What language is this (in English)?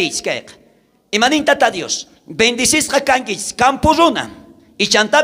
South Bolivian Quechua